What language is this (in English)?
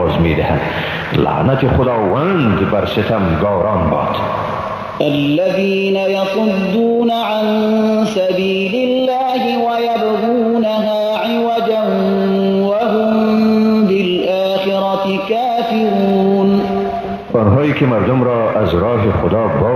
Persian